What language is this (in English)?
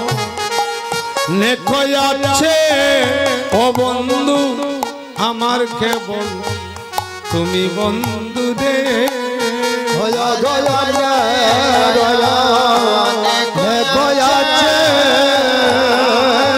Bangla